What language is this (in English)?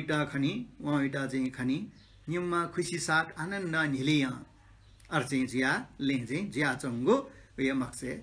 Newari